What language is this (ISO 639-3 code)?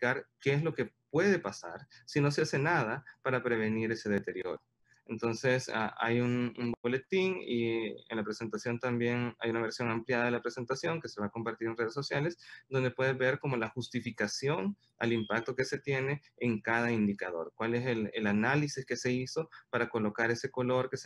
spa